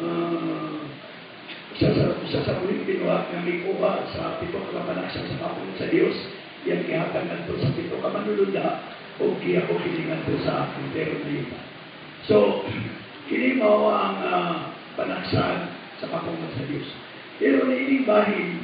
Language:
Cebuano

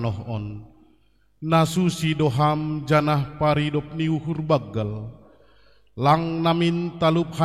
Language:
Batak Simalungun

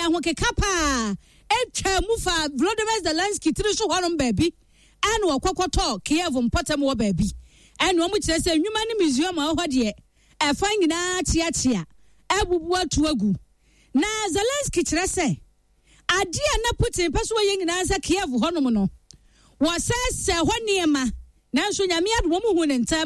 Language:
Akan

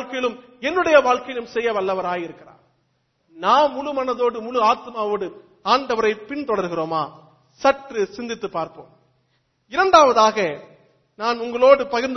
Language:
Tamil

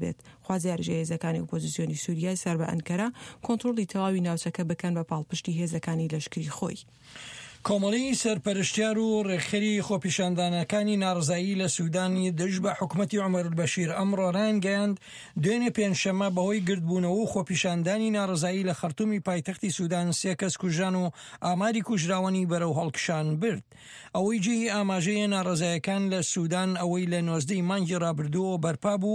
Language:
Central Kurdish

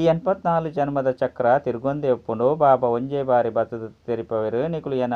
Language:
Tulu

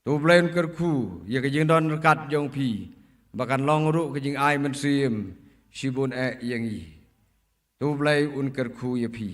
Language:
Khasi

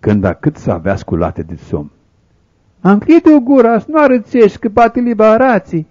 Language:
Aromanian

